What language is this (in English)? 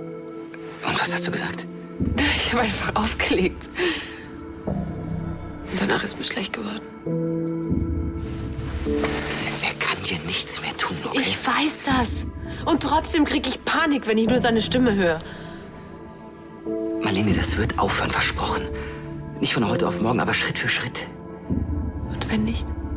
German